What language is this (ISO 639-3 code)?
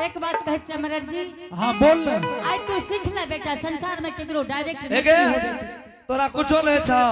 anp